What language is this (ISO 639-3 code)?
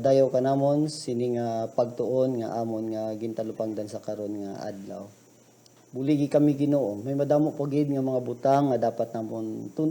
hil